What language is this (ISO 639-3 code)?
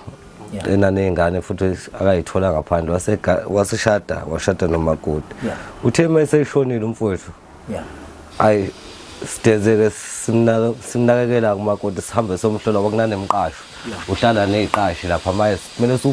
zul